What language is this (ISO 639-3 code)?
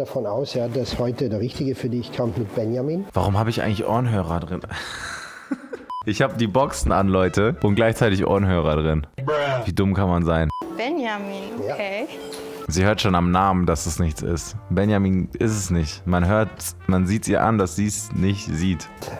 deu